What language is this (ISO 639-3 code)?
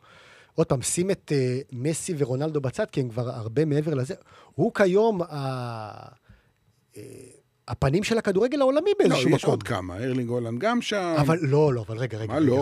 heb